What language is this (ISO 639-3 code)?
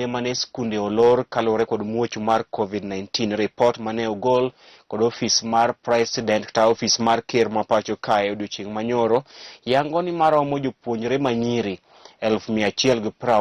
luo